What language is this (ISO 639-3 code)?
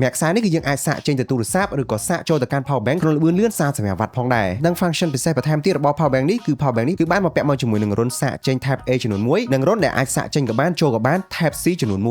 khm